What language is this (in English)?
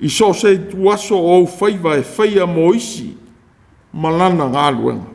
Samoan